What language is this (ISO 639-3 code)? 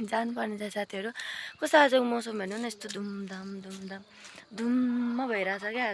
nep